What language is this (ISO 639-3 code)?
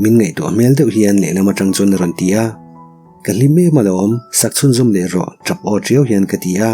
lus